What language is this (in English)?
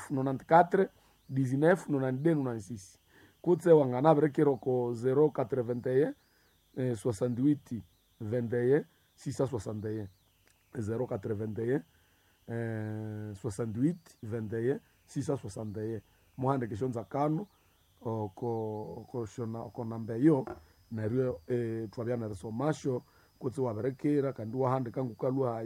Nande